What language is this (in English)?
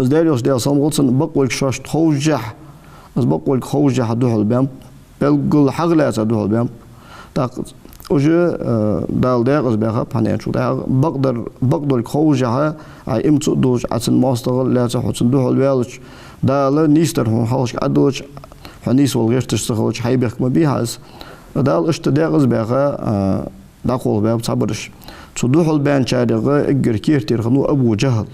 Ingush